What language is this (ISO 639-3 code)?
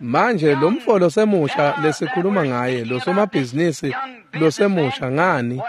ssw